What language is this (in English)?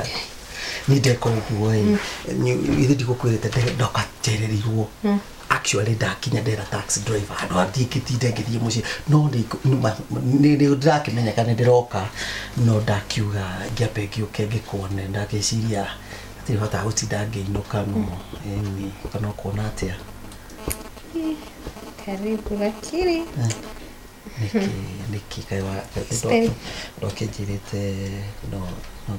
Kikuyu